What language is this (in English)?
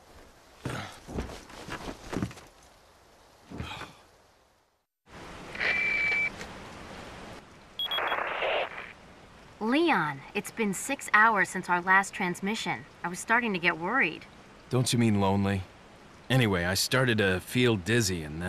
English